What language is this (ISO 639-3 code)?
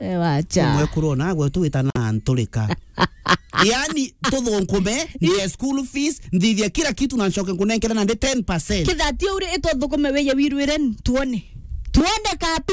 mer